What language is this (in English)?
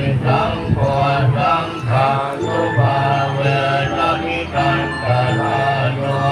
Pali